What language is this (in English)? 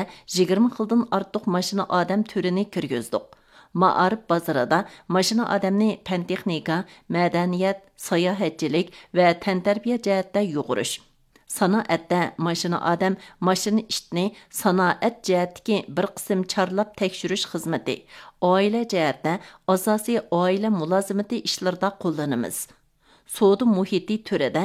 Uyghur